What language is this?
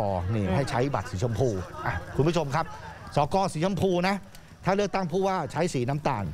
Thai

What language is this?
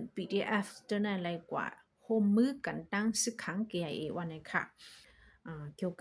Shan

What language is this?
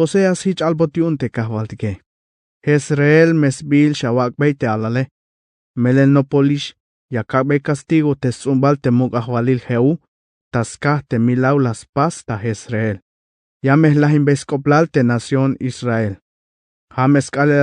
Tzeltal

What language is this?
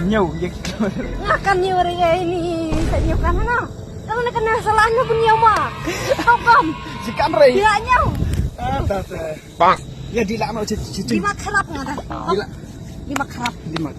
Khasi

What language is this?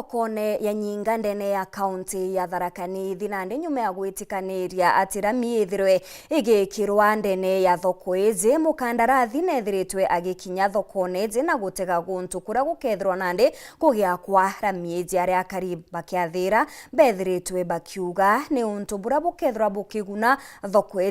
Meru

